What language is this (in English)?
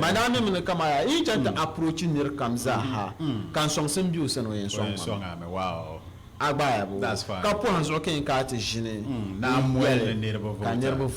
Dagbani